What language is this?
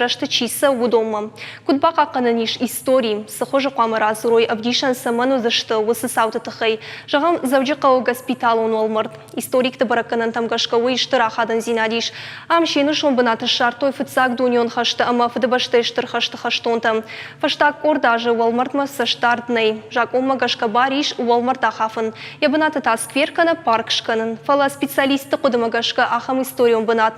Ossetic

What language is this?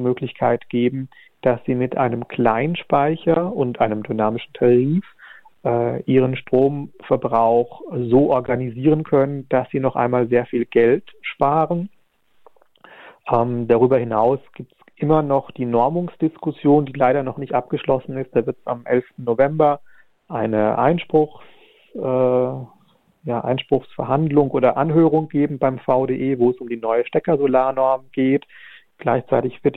German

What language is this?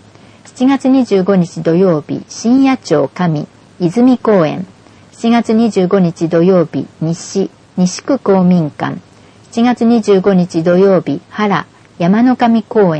Japanese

